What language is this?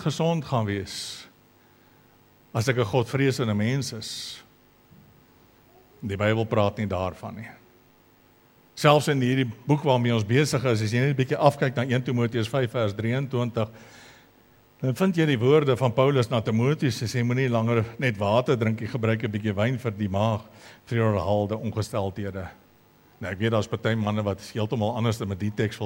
Afrikaans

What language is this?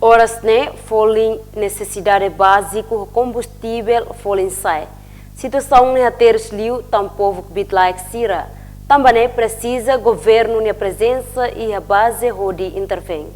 Tetum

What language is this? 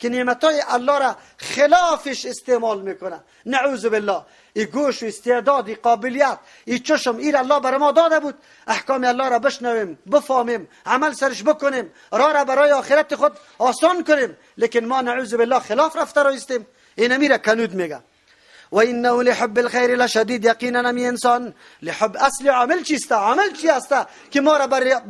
Persian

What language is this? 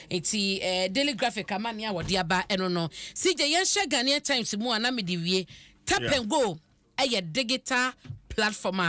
Akan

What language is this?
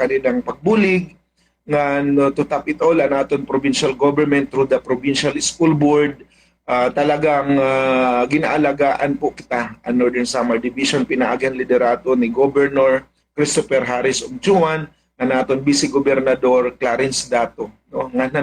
Waray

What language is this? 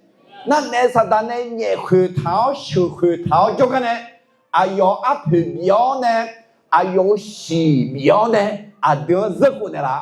Akha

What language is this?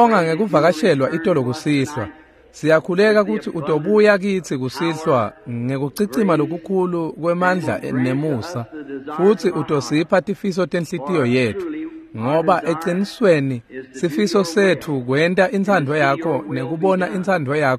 Swati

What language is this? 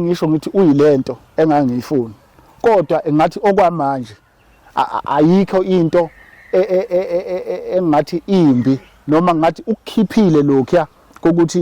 Zulu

